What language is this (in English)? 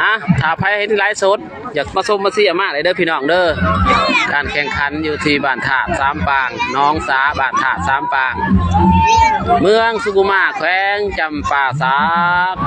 Lao